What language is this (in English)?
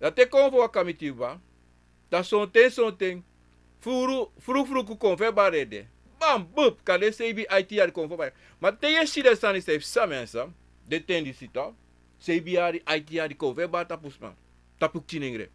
Sranan Tongo